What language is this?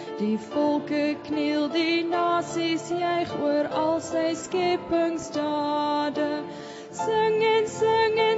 Afrikaans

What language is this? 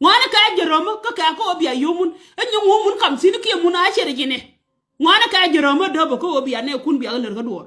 Nuer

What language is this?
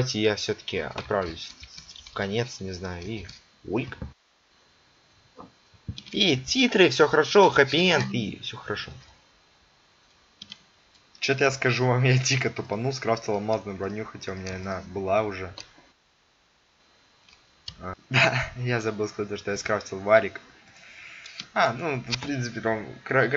Russian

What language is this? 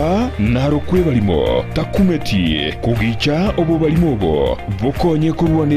Gusii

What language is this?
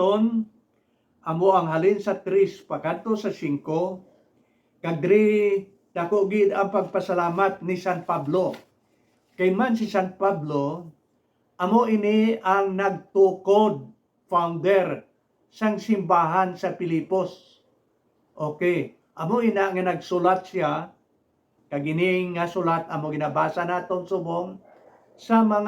Hiligaynon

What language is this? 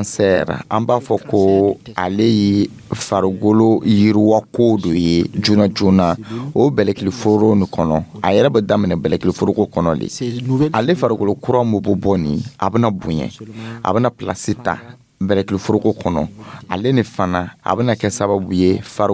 Dyula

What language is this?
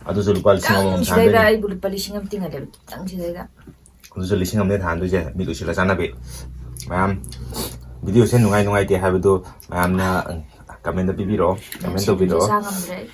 Manipuri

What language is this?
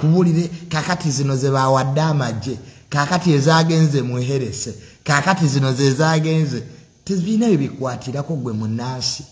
Ganda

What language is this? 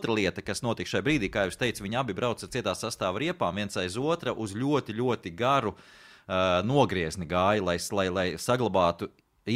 Latvian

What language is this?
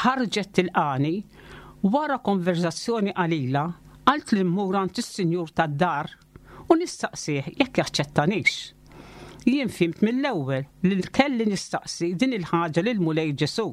Maltese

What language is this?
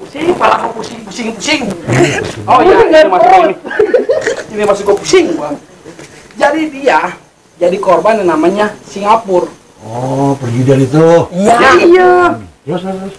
Betawi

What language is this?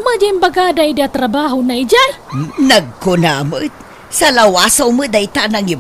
Iloko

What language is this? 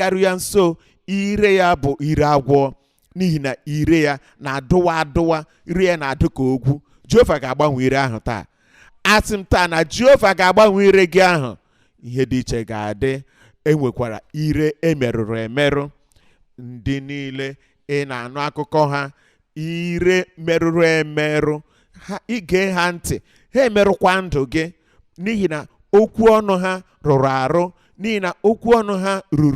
Igbo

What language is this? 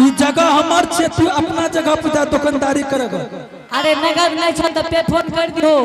Angika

